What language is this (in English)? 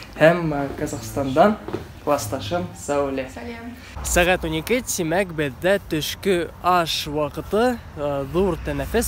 Bashkir